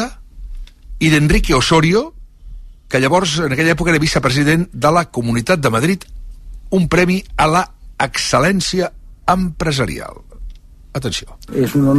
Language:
Catalan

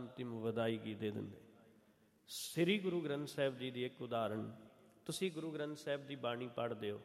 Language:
Punjabi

